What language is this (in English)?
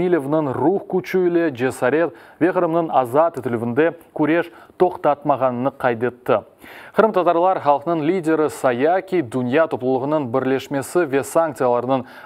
Crimean Tatar